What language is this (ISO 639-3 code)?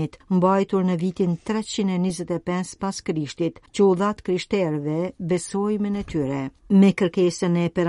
sqi